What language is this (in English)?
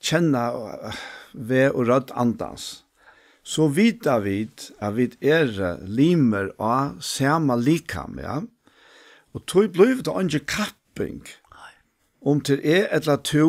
Faroese